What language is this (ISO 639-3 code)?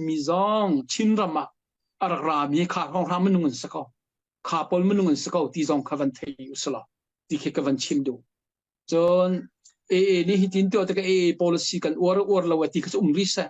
cnh